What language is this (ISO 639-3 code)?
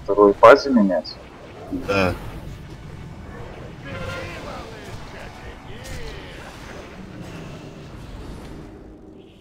rus